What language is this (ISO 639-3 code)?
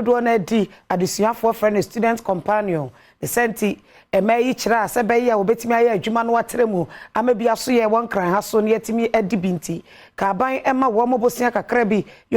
aka